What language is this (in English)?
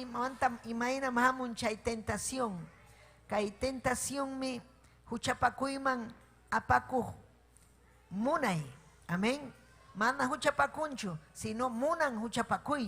Ayacucho Quechua